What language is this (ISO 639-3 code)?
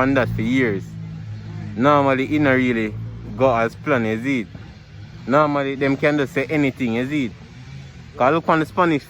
jam